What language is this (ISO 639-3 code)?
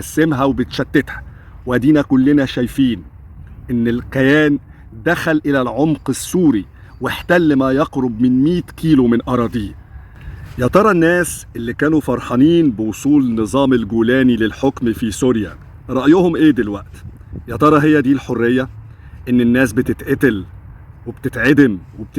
arz